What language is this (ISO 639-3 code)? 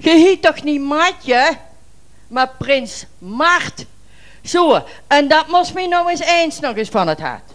lim